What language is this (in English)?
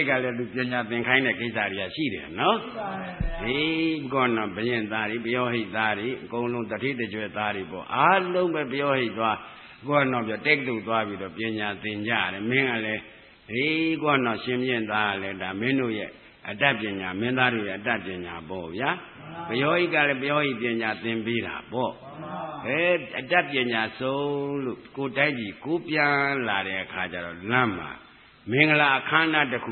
Burmese